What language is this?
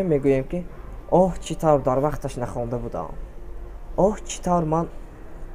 Tajik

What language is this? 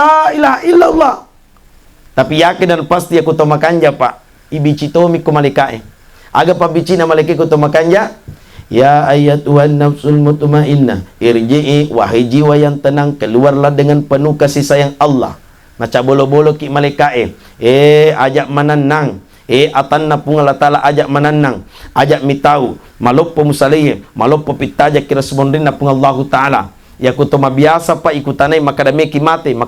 Buginese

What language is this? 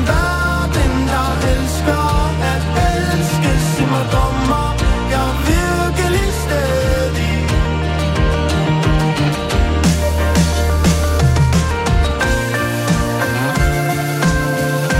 Danish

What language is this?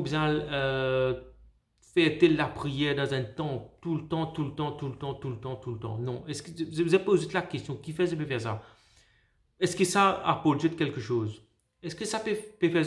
Morisyen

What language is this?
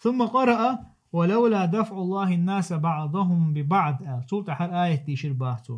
Chechen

